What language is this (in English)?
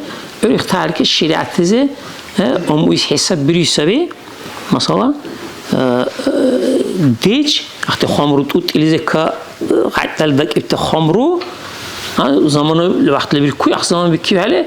Dargwa